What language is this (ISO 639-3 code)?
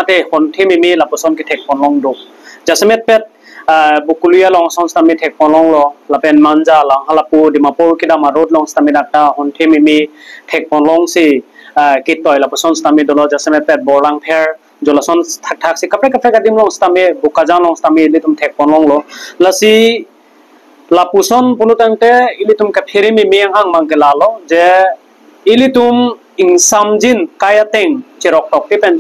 mjw